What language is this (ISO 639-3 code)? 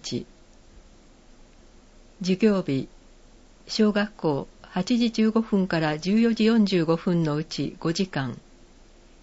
jpn